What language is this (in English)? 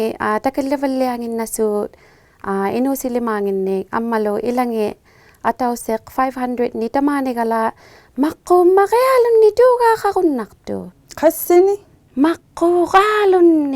Inuktitut